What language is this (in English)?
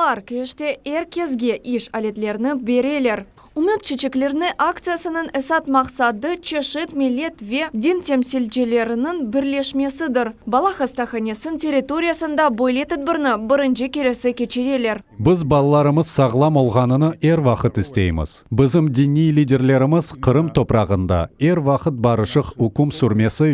Crimean Tatar